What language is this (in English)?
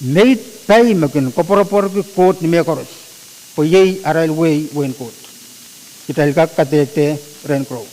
Pohnpeian